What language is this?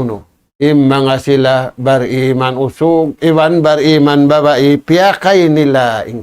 Tausug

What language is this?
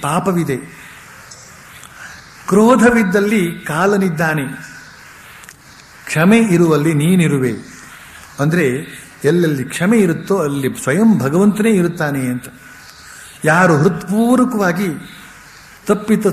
Kannada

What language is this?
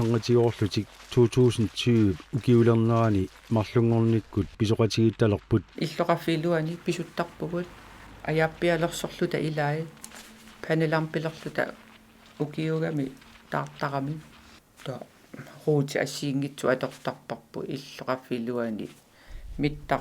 Kalaallisut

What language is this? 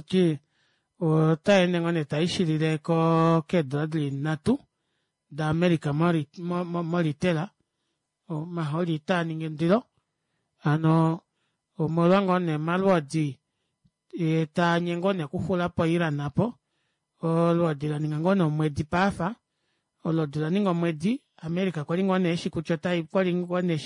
Kuanyama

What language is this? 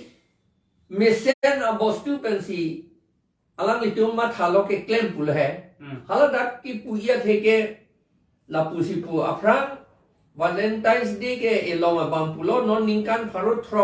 Karbi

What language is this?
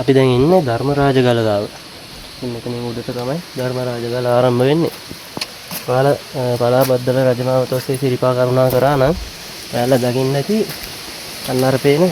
Sinhala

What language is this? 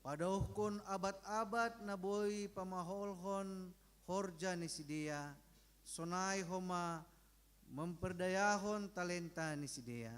Batak Simalungun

